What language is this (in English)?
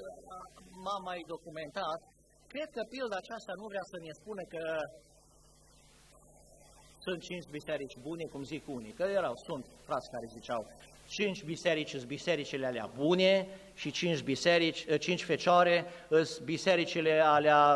Romanian